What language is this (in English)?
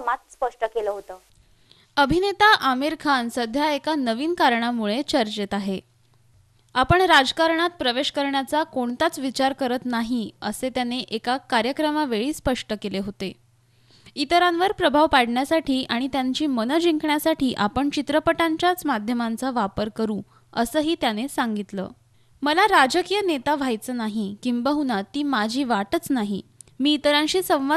Marathi